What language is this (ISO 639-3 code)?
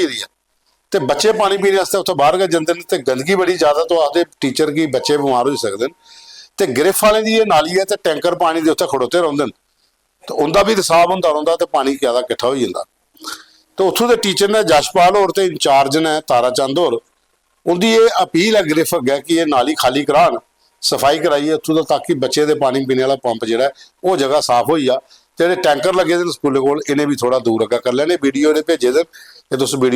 doi